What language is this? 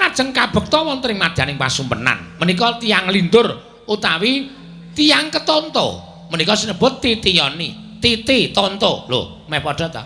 Javanese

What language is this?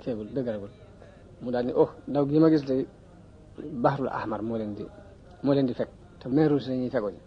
Wolof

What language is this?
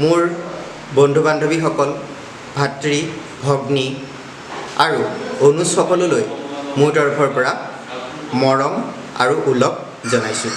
Assamese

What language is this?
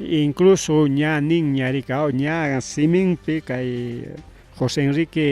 Ayacucho Quechua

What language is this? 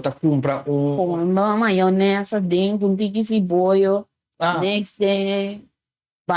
Papiamento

